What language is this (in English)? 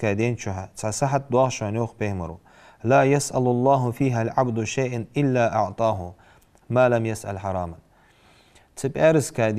Ingush